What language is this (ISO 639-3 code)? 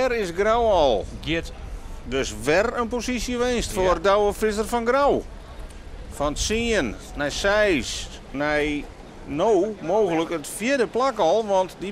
fry